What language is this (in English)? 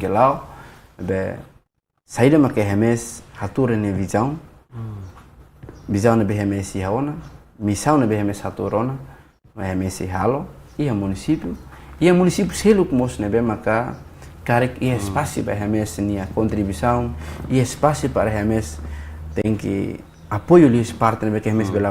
Tetum